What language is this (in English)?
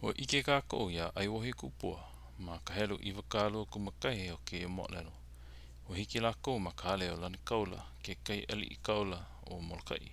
Hawaiian